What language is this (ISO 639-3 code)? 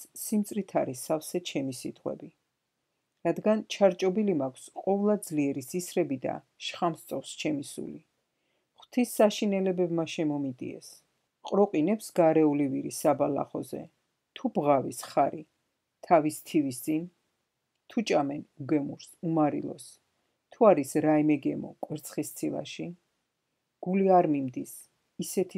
kat